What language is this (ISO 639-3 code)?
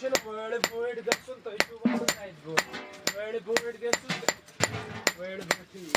kas